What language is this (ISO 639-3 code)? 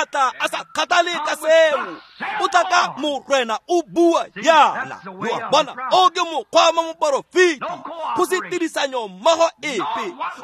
tsn